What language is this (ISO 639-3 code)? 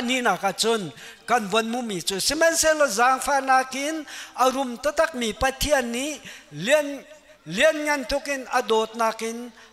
cnh